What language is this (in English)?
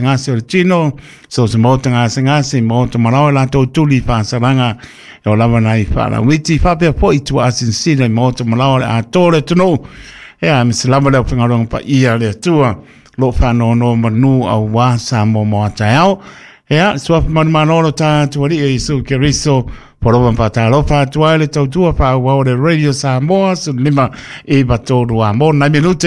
Samoan